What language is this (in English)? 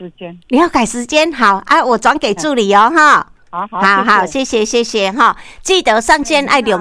Min Nan Chinese